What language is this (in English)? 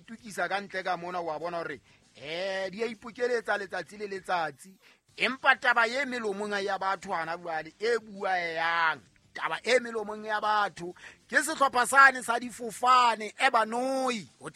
Southern Sotho